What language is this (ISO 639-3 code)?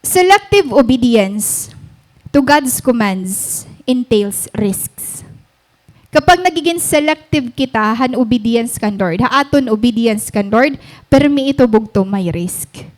war